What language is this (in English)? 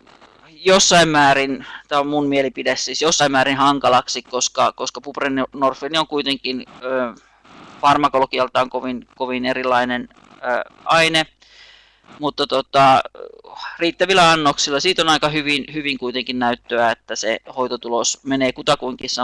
Finnish